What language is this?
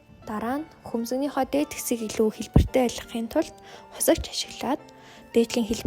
Mongolian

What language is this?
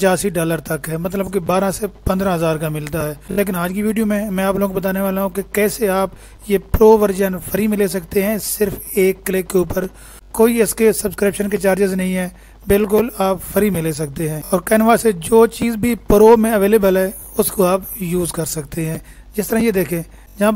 Hindi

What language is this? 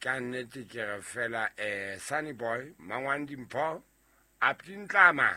Southern Sotho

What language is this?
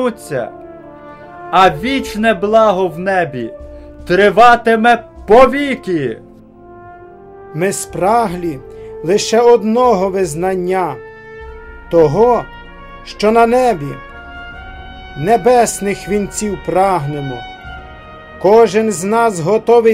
Ukrainian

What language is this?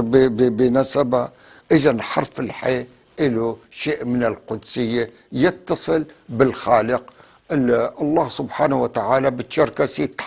North Levantine Arabic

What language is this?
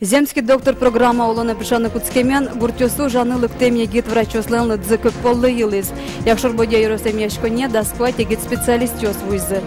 Udmurt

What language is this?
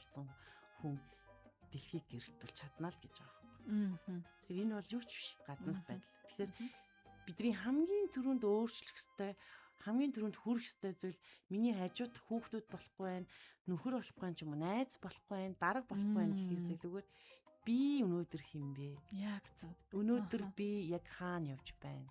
Mongolian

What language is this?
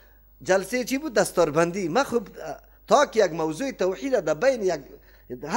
Persian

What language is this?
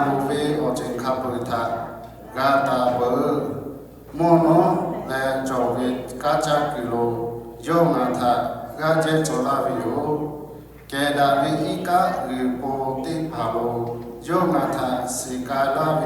Lahu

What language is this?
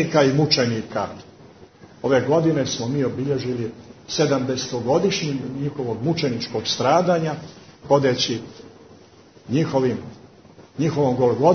Croatian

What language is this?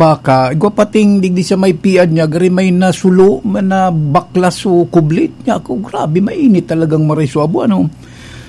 Bikol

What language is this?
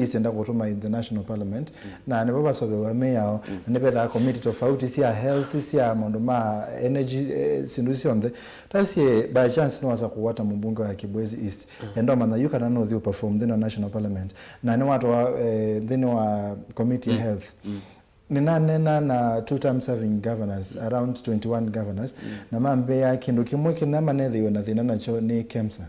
Kamba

